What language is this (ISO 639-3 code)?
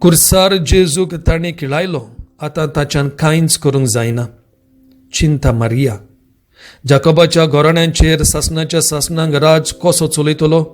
kok